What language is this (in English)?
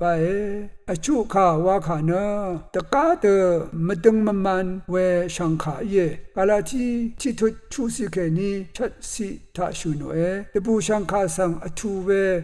Rawang